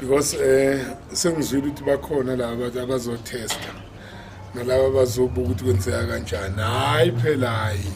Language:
Zulu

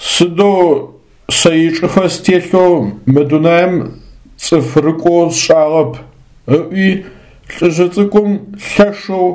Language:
Adyghe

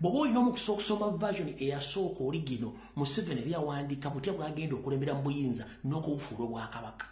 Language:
Ganda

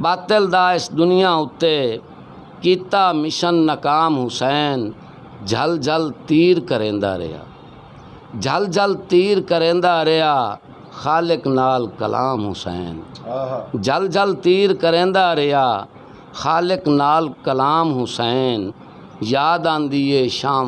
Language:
Saraiki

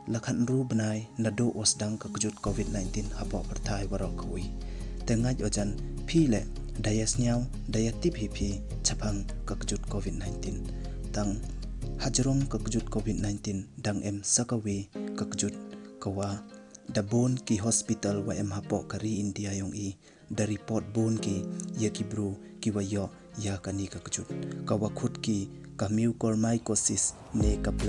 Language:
Pnar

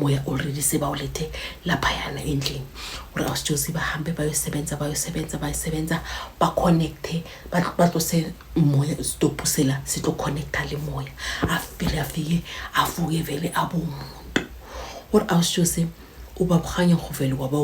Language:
Zulu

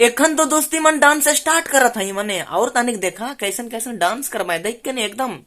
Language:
Sadri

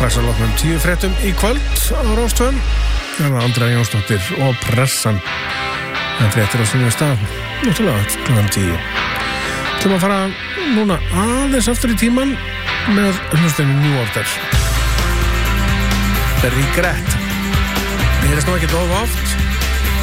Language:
Icelandic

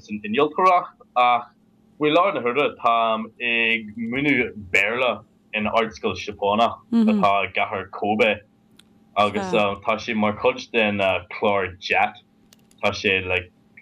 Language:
Irish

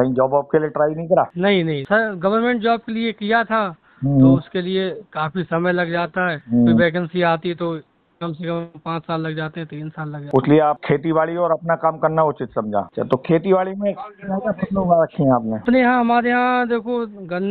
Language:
Hindi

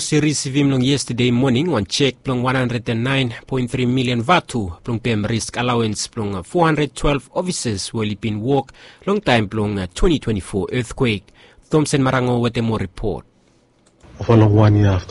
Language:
Bislama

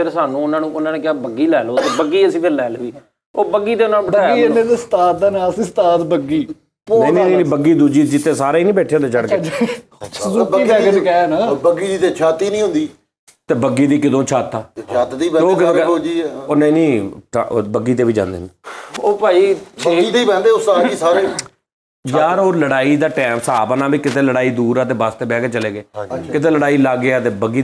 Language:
Punjabi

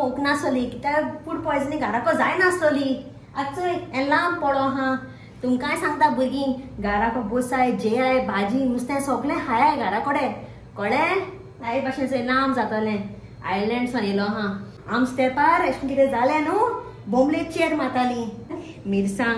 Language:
Konkani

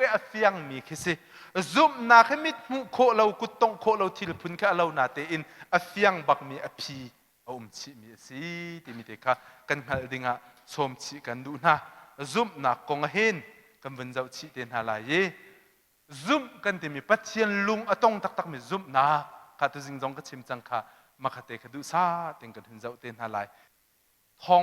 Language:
Hakha Chin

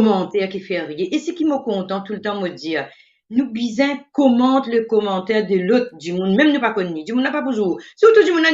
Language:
Morisyen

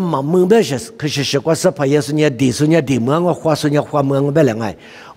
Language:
Lisu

